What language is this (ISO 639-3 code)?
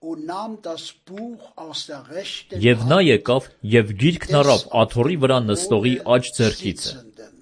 hye